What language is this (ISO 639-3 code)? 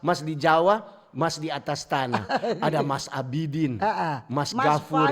xmm